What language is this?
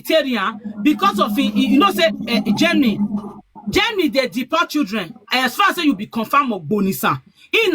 Nigerian Pidgin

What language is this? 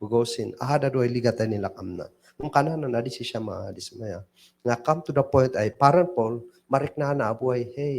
Kankanaey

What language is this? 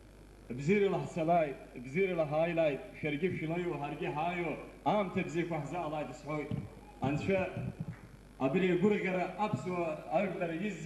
Abkhazian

